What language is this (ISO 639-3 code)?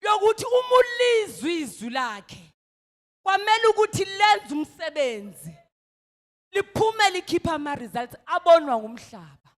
zul